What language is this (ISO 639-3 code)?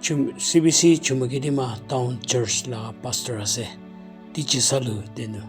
nri